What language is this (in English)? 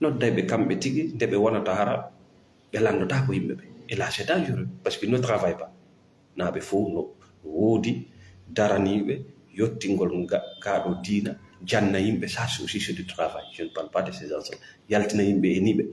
Fula